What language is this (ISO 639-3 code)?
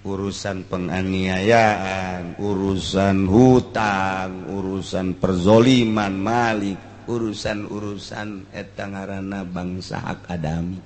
sun